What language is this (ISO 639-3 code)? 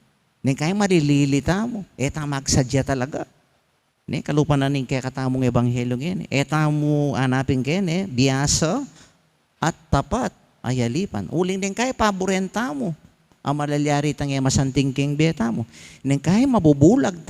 pam